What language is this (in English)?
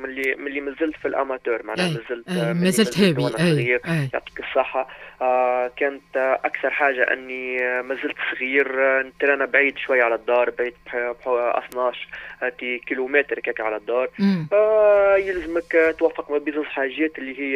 Tunisian Arabic